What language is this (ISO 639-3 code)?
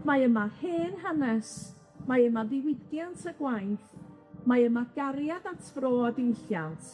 cym